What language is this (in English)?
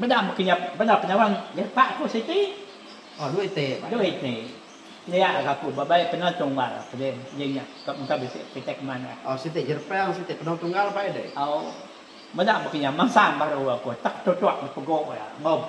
Iban